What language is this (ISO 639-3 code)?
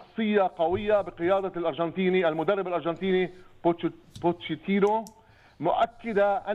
apc